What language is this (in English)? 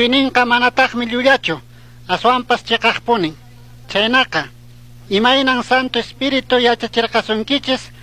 Chimborazo Highland Quichua